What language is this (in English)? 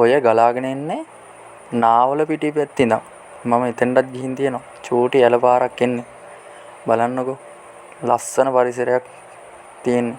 Sinhala